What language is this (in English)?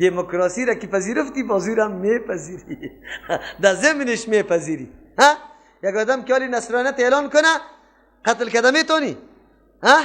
Persian